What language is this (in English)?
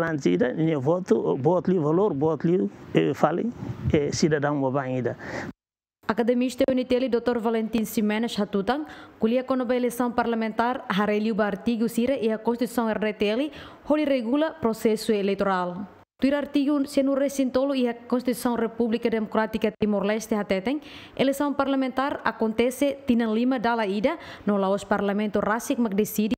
Tetum